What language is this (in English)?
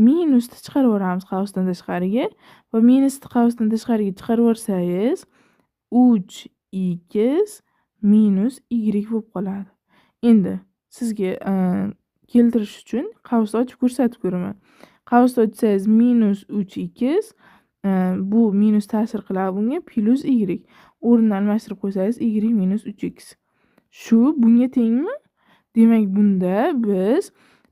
Uzbek